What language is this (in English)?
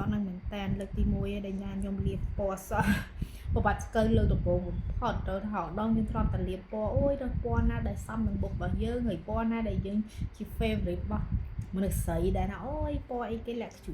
Khmer